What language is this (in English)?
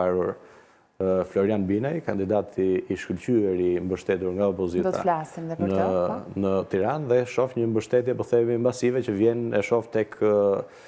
Albanian